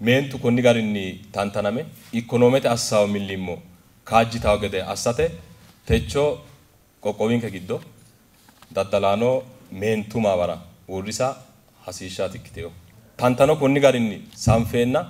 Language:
Sidamo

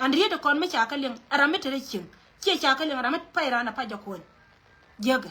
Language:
Nuer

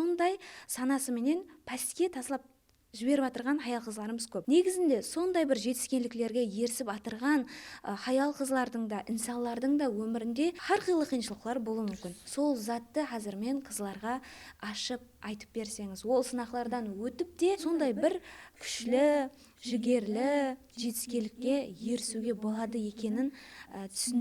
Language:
Kara-Kalpak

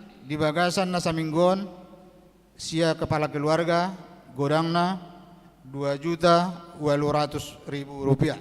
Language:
Batak Toba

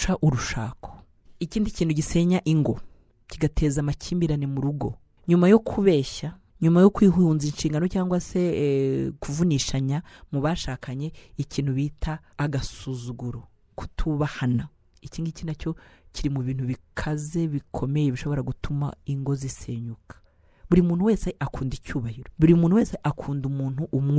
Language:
Kinyarwanda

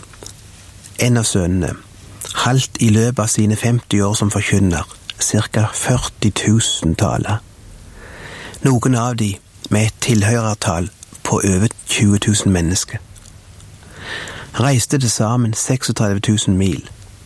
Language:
Norwegian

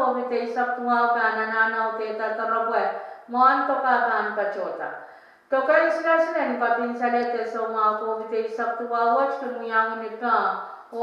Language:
Pohnpeian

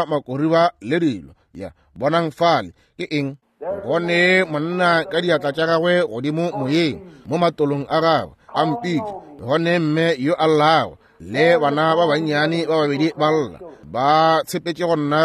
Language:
Northern Sotho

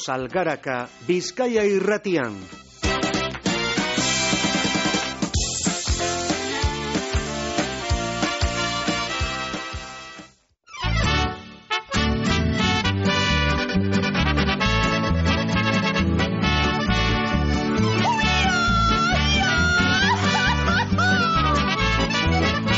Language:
Basque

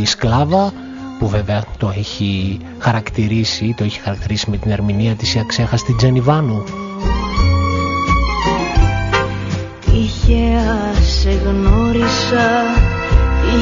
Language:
Greek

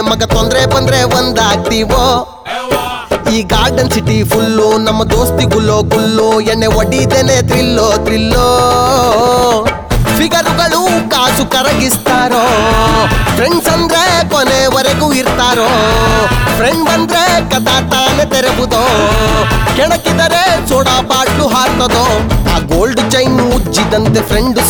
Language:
Kannada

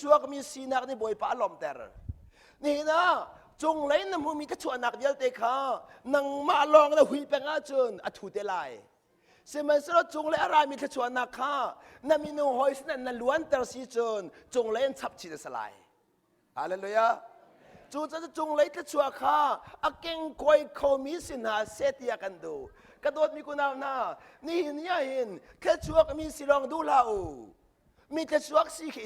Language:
Hakha Chin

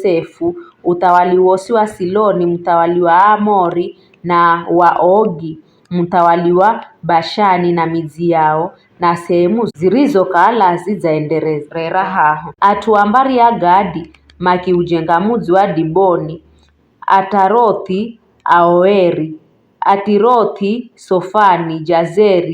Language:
Giryama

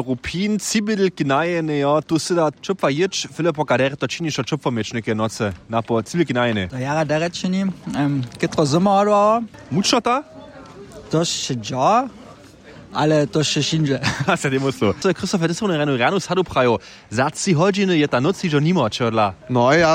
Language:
Upper Sorbian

